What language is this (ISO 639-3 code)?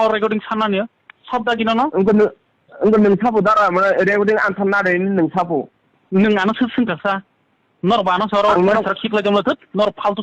trp